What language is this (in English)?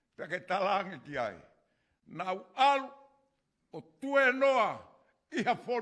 Tongan